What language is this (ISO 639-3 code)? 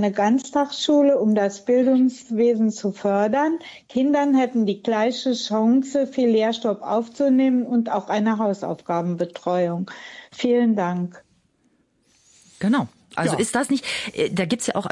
deu